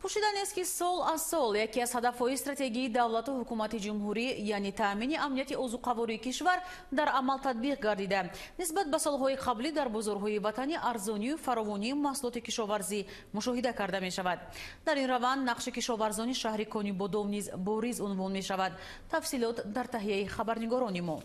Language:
Tajik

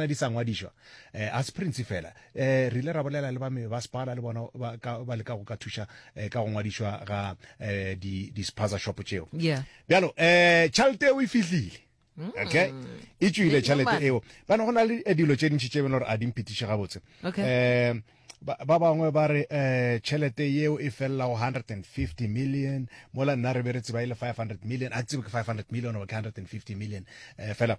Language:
Northern Sotho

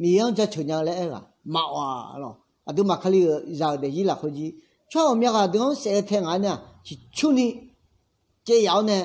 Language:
Akha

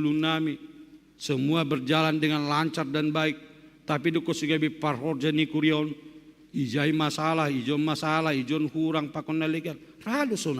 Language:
Batak Simalungun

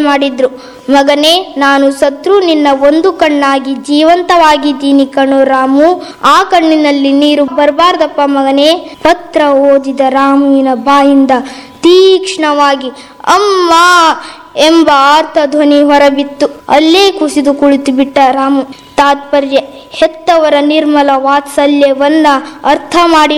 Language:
Kannada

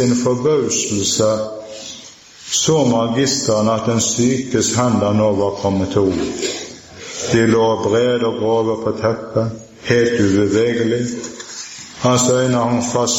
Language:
Norwegian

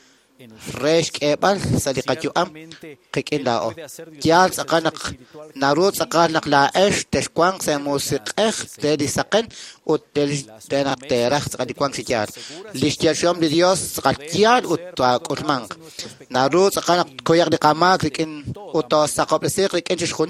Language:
Kekchí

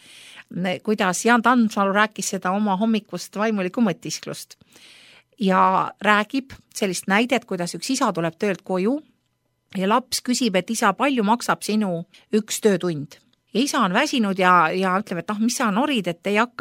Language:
Estonian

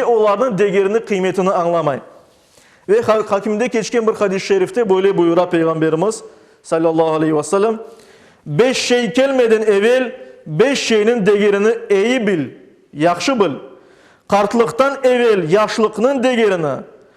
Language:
Crimean Tatar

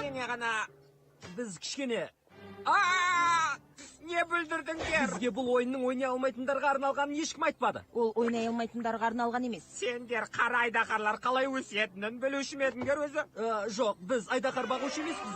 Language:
Kazakh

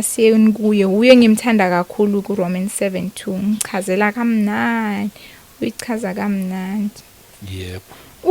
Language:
Zulu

